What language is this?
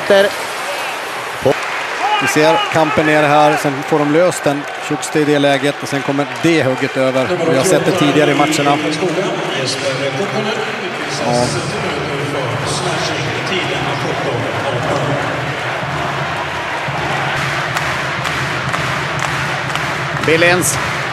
Swedish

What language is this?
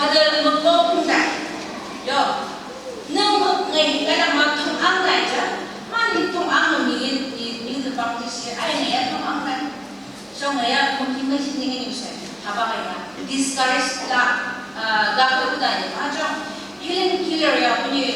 Phom Naga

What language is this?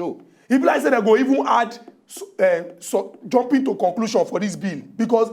Nigerian Pidgin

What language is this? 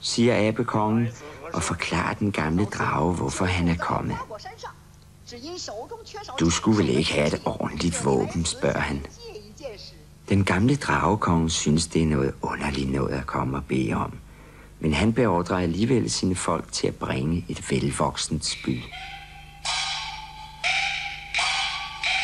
Danish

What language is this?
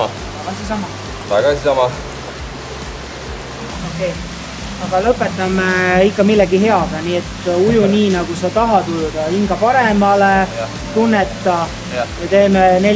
Estonian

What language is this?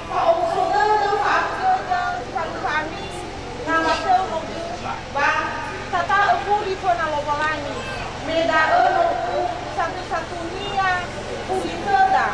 Nias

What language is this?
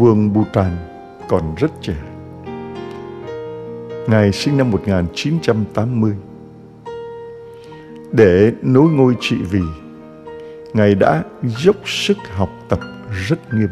Vietnamese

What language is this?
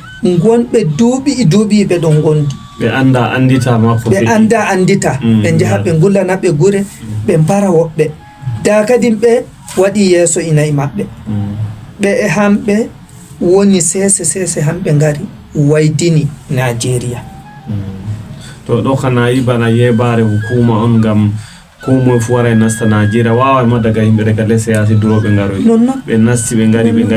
Fula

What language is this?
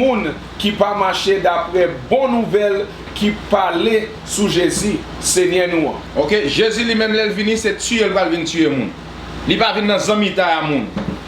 Haitian Creole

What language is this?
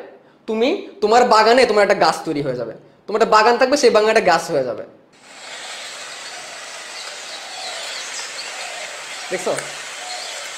Bangla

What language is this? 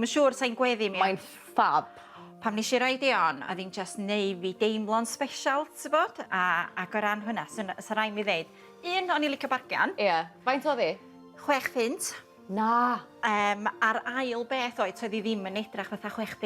Welsh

